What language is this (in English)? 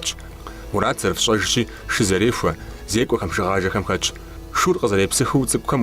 Kabardian